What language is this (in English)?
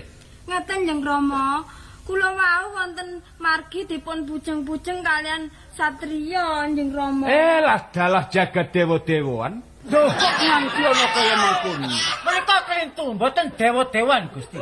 Javanese